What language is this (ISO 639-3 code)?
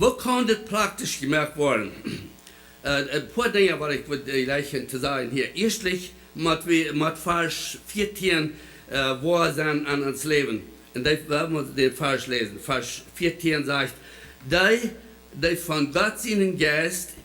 pdt